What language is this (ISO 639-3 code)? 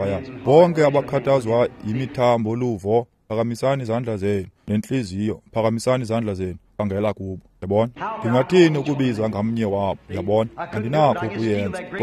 xho